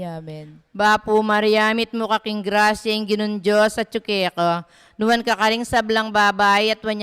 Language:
Pampanga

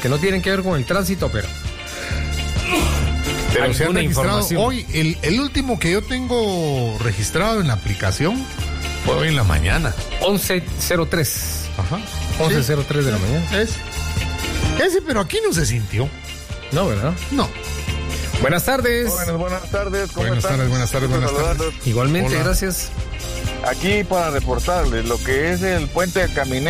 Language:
Spanish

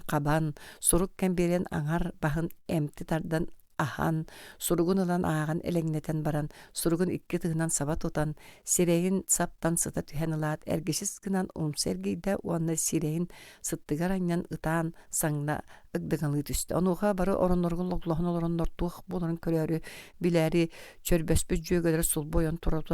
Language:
Yakut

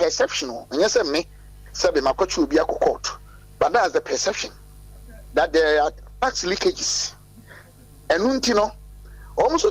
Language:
Akan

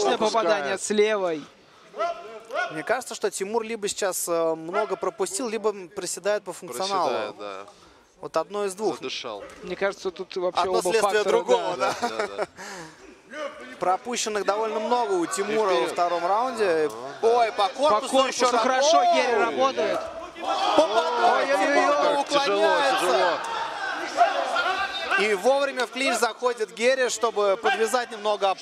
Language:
Russian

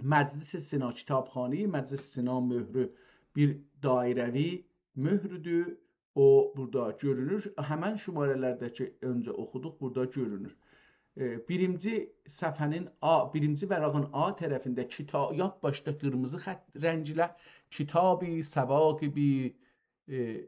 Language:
South Azerbaijani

